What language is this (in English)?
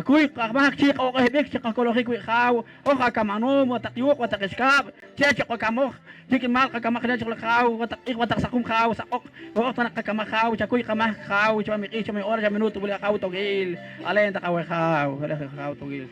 Poqomchi'